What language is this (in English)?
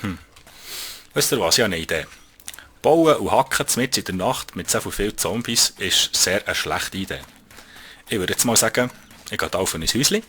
Swiss German